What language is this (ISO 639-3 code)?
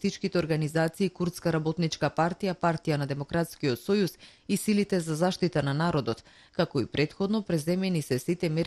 mkd